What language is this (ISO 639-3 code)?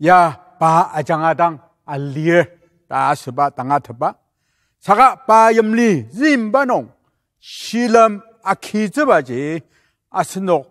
njo